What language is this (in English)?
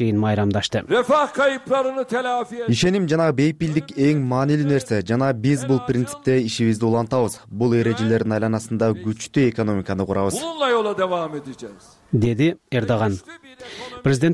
Kyrgyz